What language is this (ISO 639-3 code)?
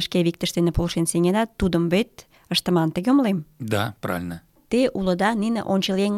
chm